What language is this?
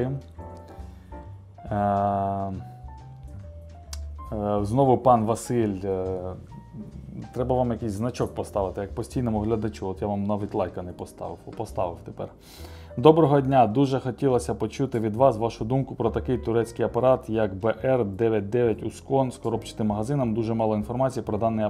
Ukrainian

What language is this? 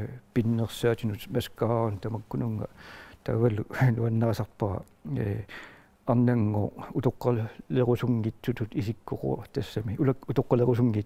Kalaallisut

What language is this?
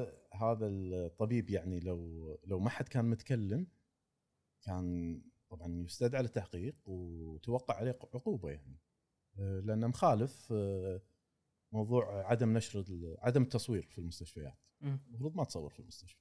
Gulf Arabic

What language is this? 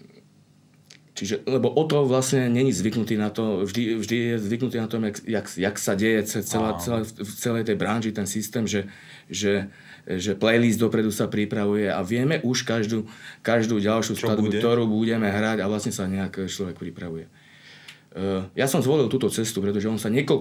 Slovak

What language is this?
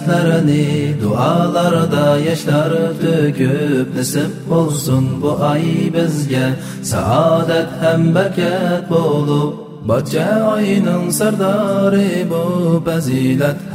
Uyghur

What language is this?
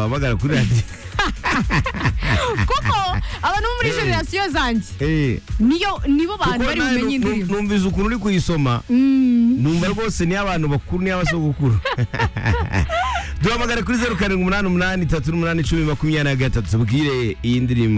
Kinyarwanda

